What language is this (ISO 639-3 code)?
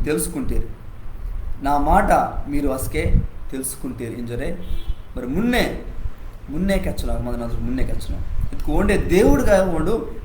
kff